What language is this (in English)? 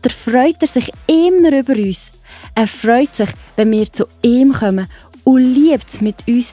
Swiss German